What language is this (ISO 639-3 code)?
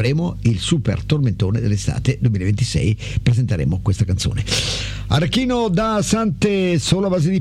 ita